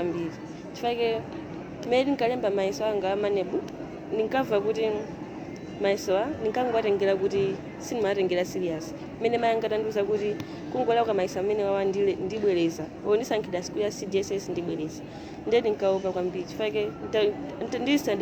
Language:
Nyanja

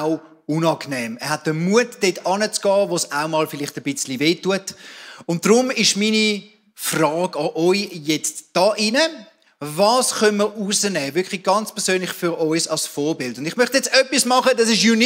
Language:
Swiss German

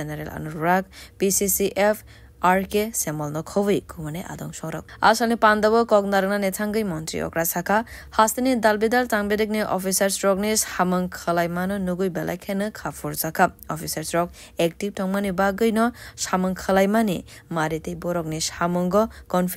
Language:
Kok Borok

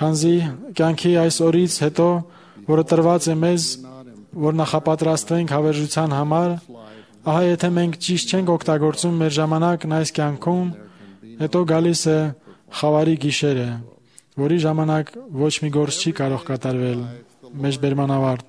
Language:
Armenian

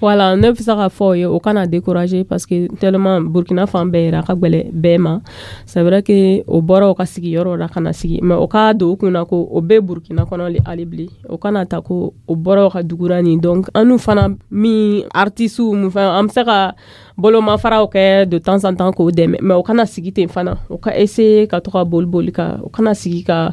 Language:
Dyula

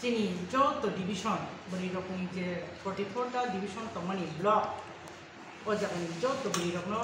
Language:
Kok Borok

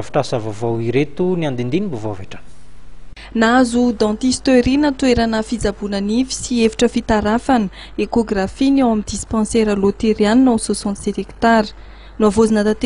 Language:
Malagasy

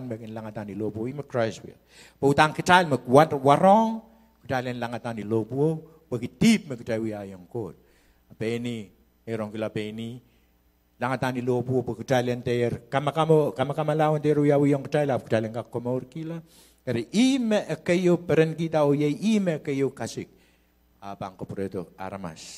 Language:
Pohnpeian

